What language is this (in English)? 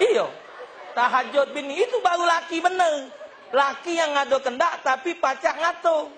Musi